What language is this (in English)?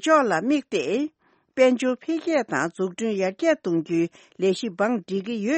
Tibetan